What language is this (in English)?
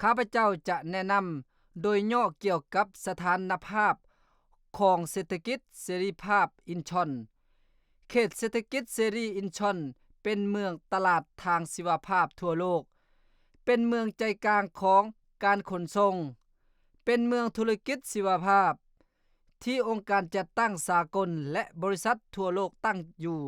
Lao